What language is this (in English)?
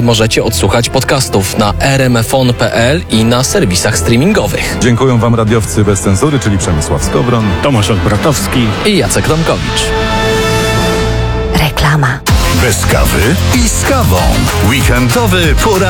Polish